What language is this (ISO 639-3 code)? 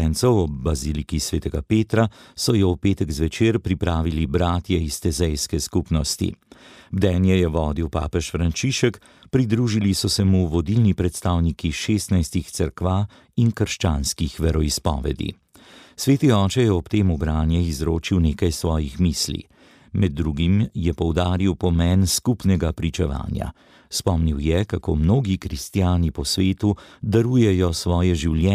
slv